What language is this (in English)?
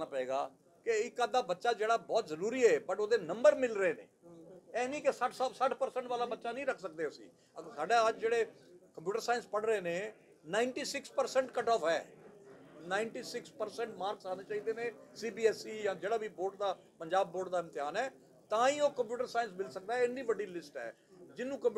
Punjabi